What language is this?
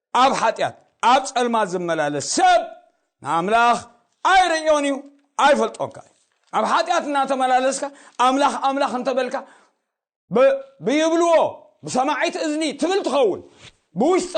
Tigrinya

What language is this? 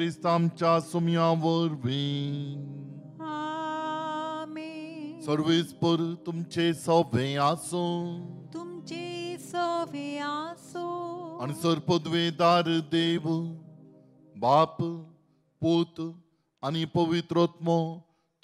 Konkani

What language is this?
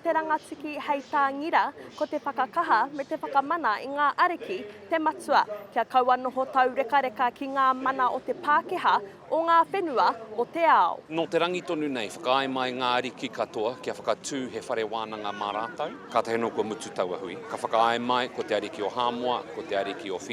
Māori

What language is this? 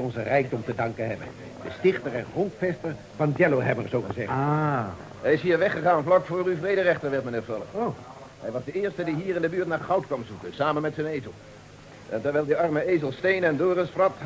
Dutch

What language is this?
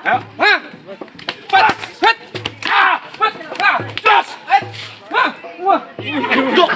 Betawi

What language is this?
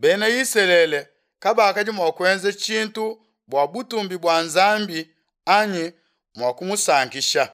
Luba-Lulua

